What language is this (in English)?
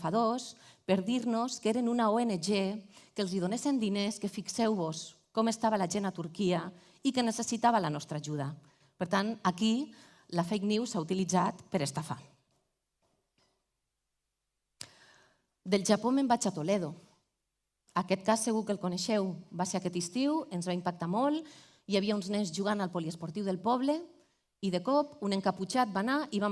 Catalan